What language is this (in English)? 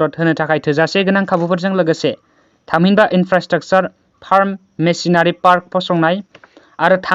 Bodo